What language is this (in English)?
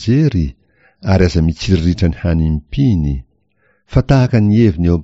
Malagasy